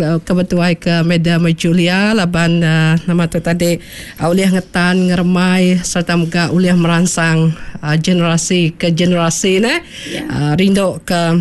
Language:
Iban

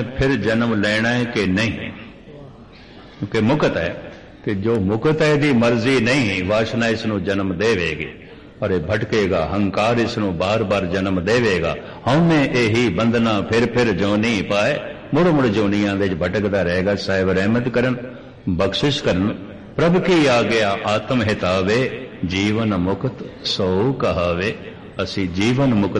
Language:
Punjabi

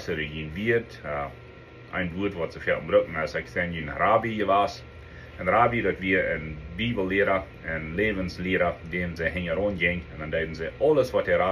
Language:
Plautdietsch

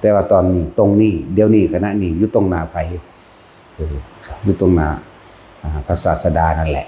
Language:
Northeastern Thai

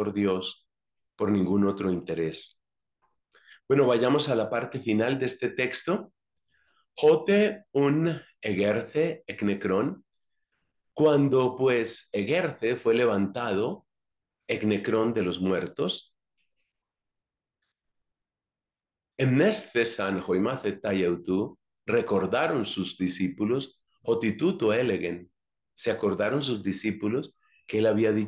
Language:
Spanish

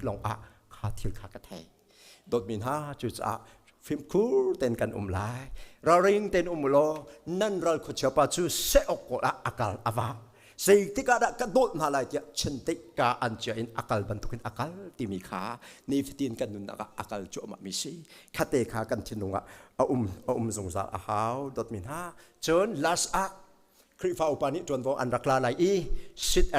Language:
Hakha Chin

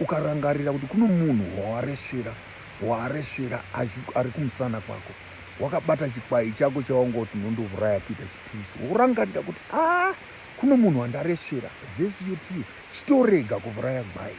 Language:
Shona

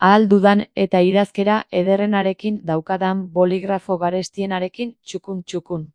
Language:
Basque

